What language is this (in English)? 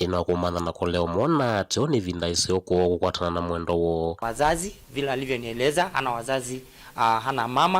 Kamba